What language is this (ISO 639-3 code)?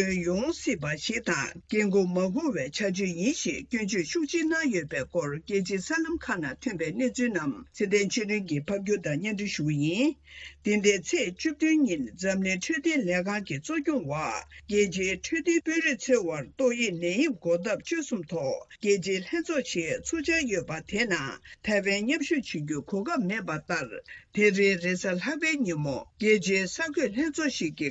bod